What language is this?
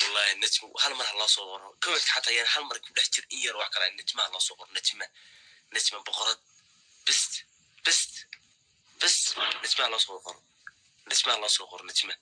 Somali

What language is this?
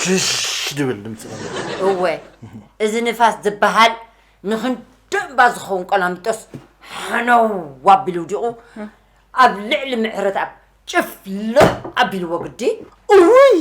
Tigrinya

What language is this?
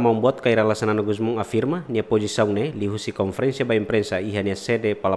Tetum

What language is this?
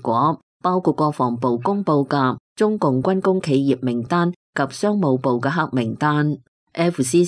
Cantonese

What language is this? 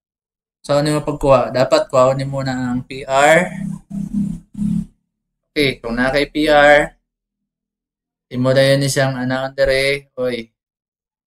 Cebuano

